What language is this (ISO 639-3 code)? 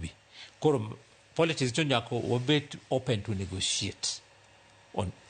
luo